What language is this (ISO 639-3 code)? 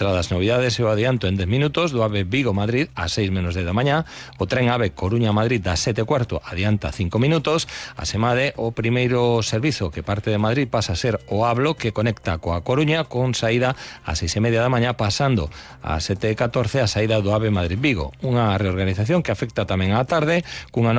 glg